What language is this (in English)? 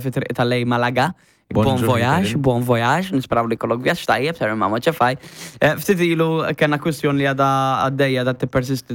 Maltese